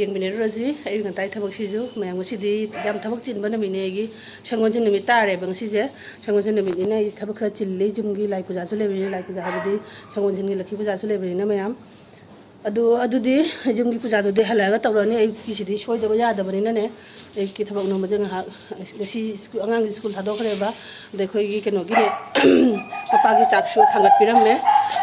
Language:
Manipuri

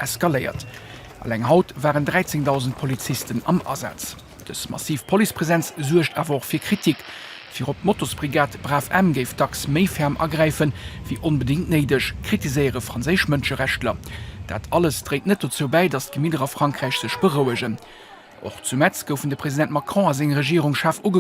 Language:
Luxembourgish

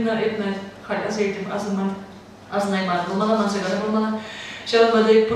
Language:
Chuvash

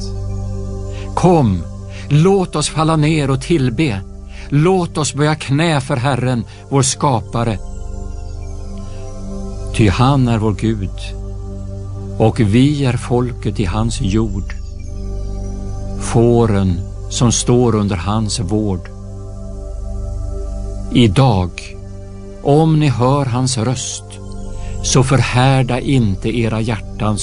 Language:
Swedish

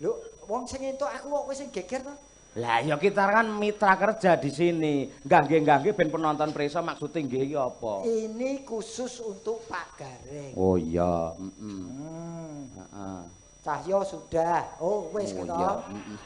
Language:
Javanese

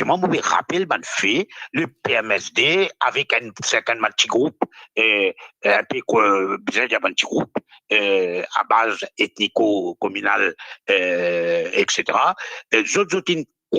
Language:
Morisyen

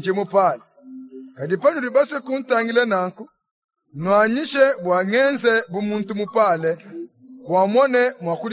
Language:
Luba-Lulua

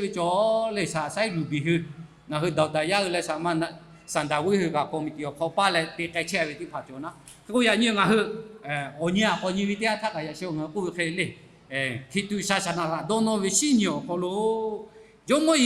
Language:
Lahu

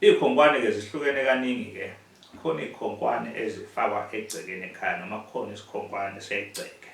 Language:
Zulu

